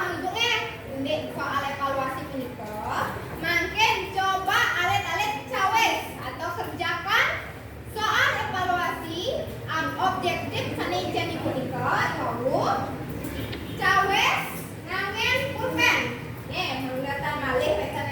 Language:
Balinese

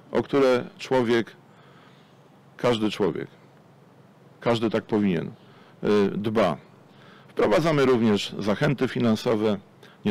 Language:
Polish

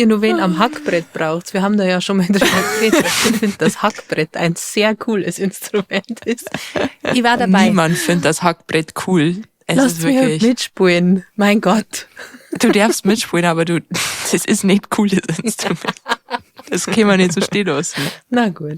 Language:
Bavarian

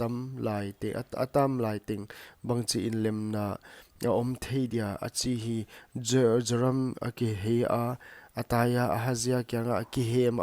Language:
Paite Chin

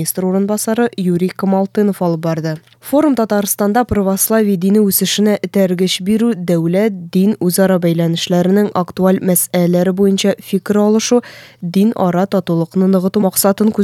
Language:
Tatar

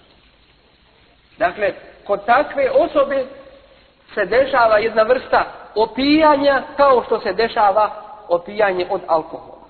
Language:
Bosnian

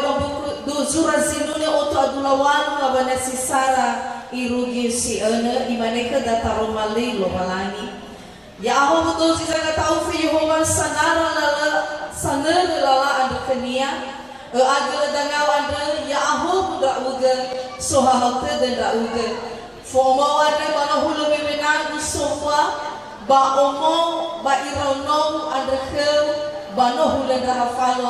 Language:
Nias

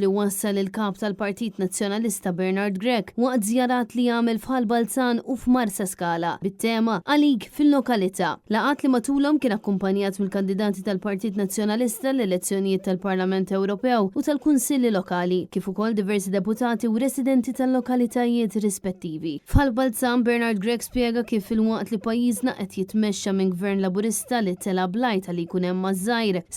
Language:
Maltese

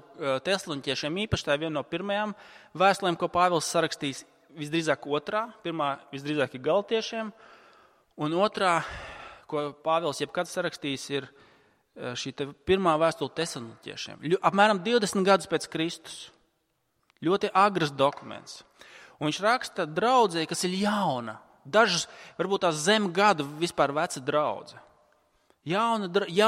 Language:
Latvian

